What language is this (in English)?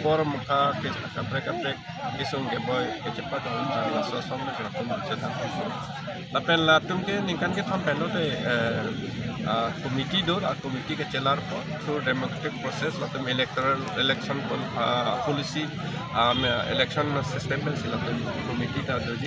Karbi